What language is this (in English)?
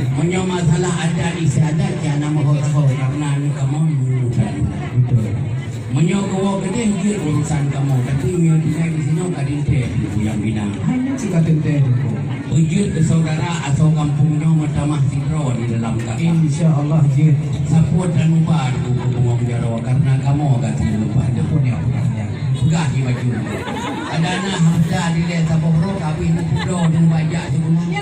Achinese